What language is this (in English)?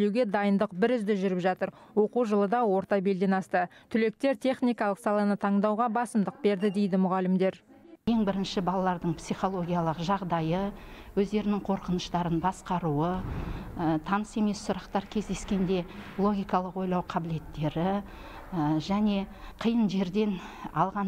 Kazakh